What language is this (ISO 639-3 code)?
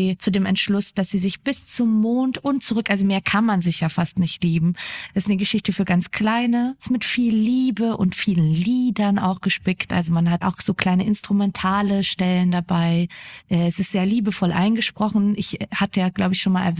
deu